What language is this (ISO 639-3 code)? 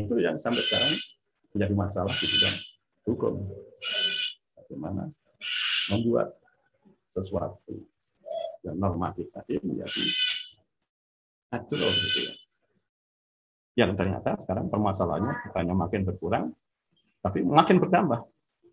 ind